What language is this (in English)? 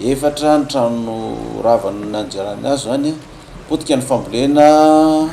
Malagasy